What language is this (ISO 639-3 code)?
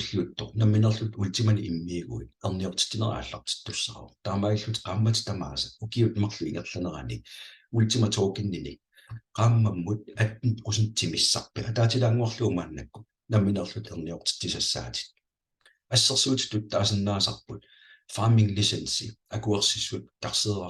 kal